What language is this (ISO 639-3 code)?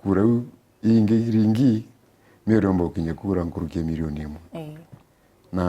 mer